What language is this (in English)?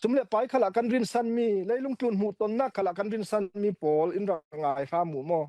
Falam Chin